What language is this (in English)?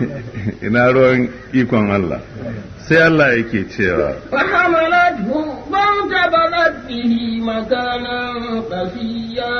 Hausa